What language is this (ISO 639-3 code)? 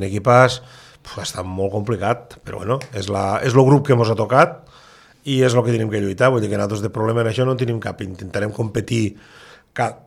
cat